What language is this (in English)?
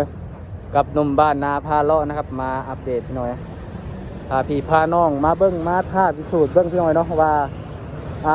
Lao